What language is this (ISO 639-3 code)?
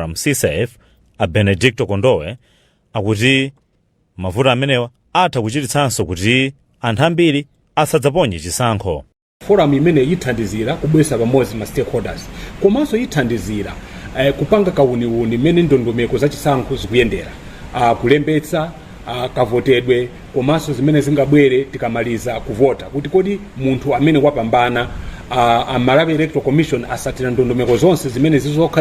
nya